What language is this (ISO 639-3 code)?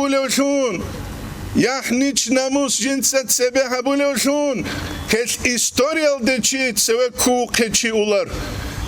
ava